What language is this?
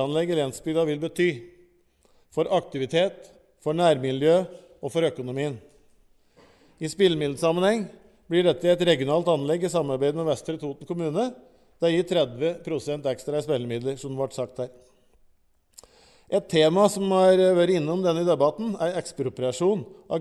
Norwegian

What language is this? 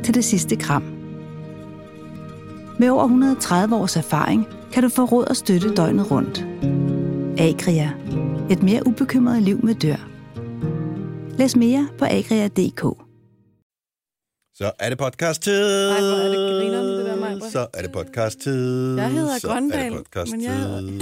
Danish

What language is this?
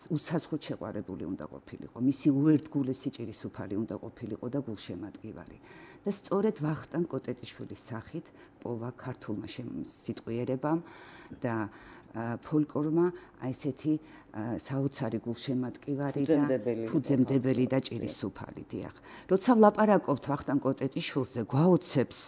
Georgian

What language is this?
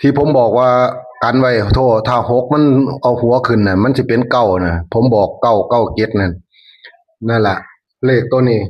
Northeastern Thai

